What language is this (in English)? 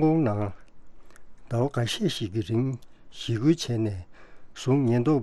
Tibetan